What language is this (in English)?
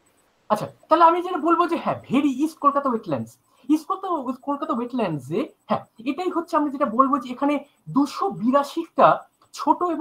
Bangla